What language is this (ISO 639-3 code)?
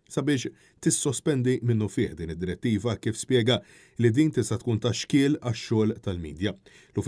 mlt